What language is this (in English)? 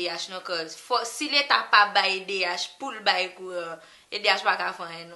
Haitian Creole